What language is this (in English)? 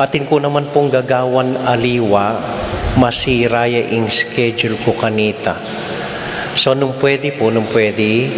Pampanga